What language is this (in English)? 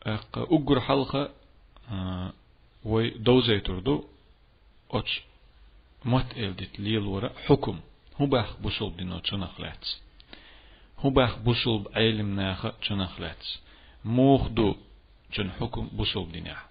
Chechen